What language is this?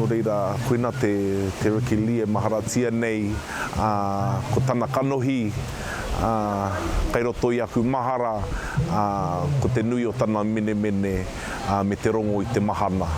Māori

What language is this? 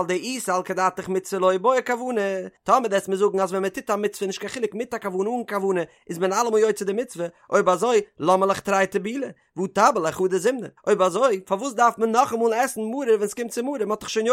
Yiddish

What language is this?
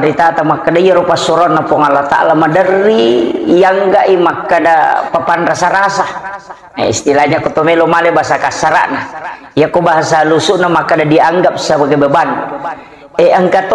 Buginese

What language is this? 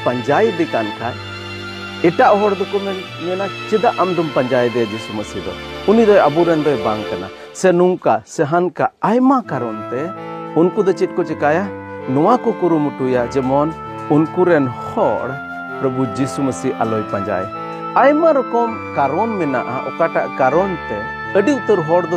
Santali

